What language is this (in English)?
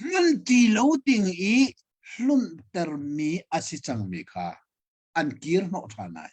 Hakha Chin